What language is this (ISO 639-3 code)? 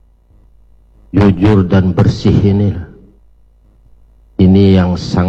ind